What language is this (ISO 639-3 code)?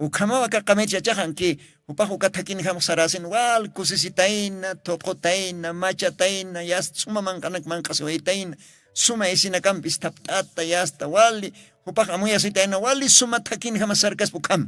aym